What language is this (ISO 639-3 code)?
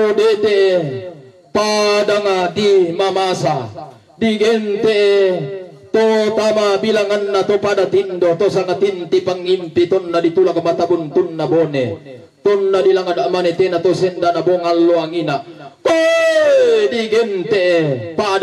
sda